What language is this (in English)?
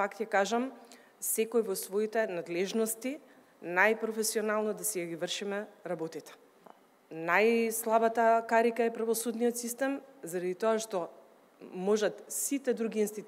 Macedonian